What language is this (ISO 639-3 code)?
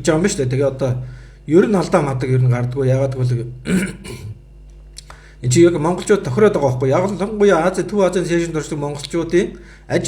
mon